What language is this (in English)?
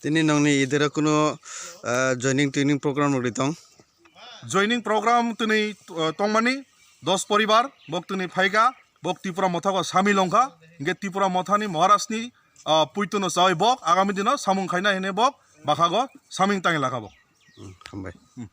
Kok Borok